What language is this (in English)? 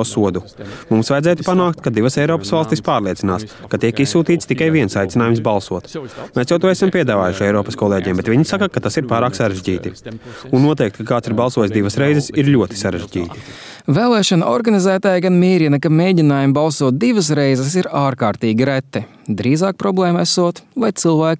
Latvian